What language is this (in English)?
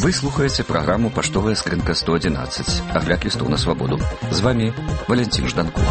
Belarusian